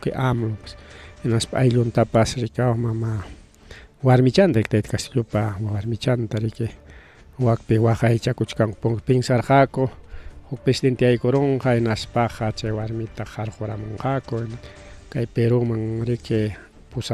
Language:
Ayacucho Quechua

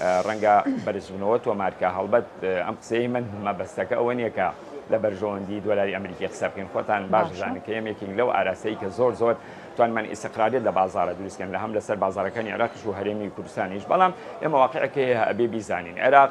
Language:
Central Kurdish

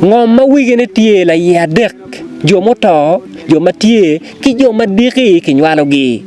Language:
Acoli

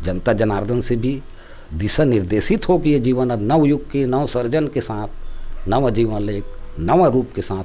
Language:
Chhattisgarhi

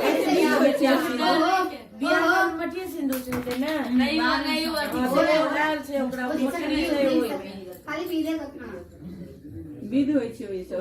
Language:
Maithili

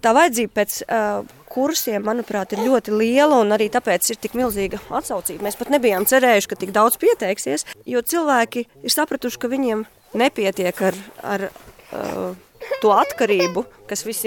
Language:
Latvian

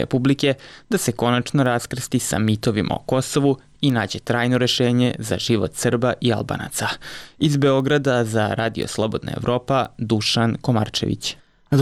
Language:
Serbian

